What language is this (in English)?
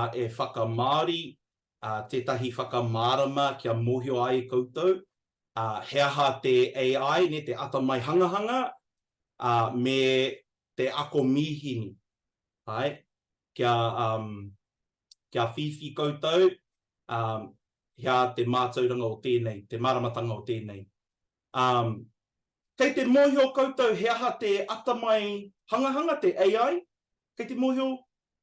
Māori